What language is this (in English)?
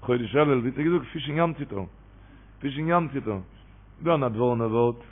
Yiddish